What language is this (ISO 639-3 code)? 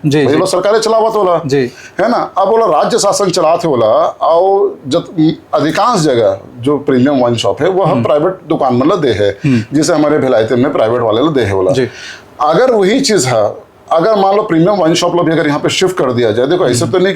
hne